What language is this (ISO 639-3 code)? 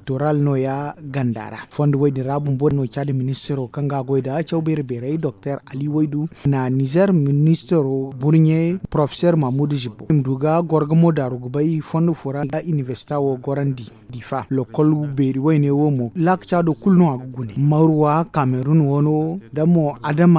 dje